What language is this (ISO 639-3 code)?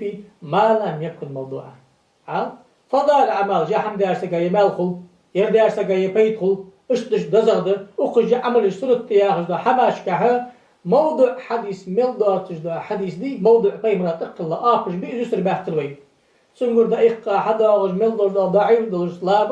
inh